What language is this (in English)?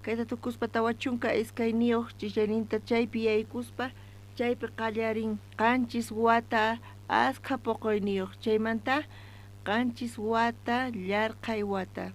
South Bolivian Quechua